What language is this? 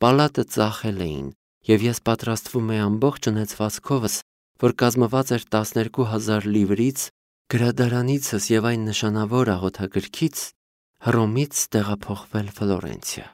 Armenian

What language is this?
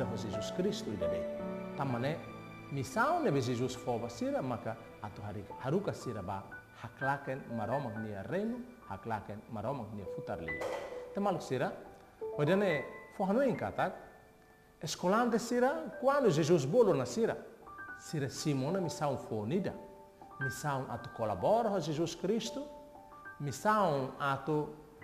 Tetum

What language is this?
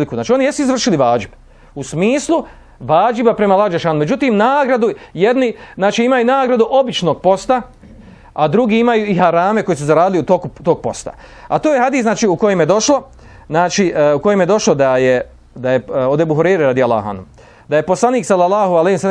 Bosnian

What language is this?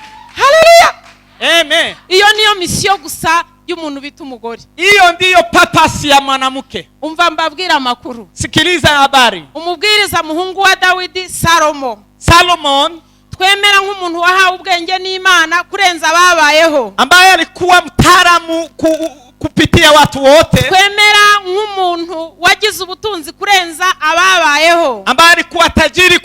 Kinyarwanda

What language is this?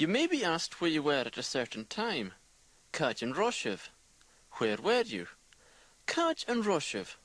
Scottish Gaelic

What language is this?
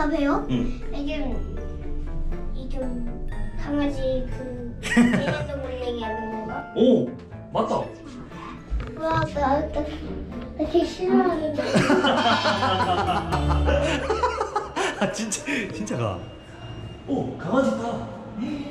Korean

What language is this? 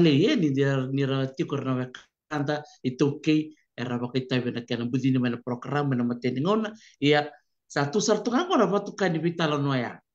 Fijian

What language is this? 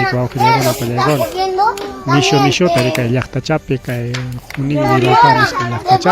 Ayacucho Quechua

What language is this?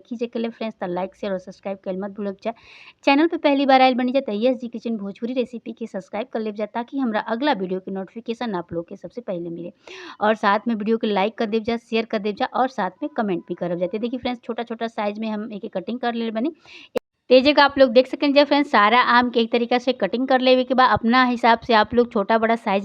Bhojpuri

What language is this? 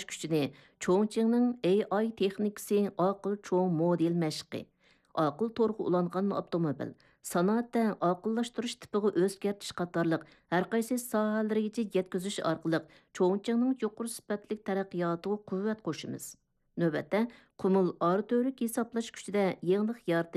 Uyghur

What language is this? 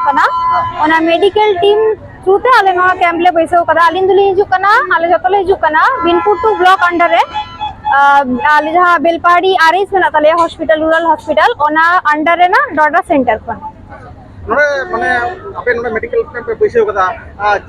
Santali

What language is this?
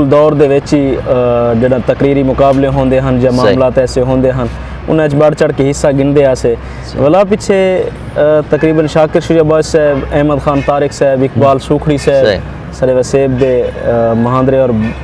Saraiki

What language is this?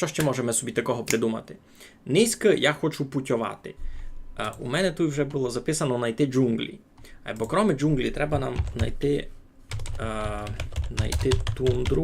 Rusyn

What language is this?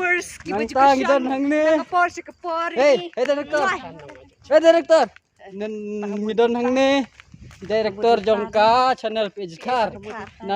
Khasi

